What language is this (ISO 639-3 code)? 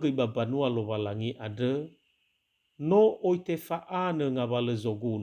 nia